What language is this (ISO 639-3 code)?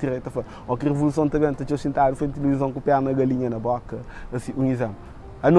kea